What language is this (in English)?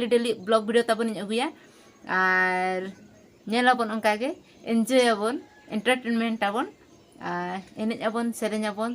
Santali